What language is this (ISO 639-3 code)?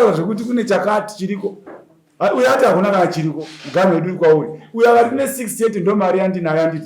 sna